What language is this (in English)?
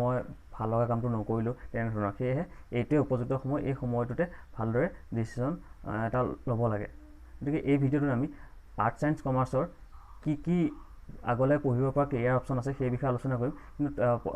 Assamese